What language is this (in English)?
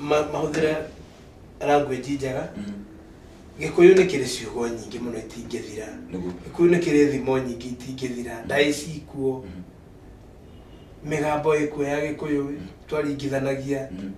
Kikuyu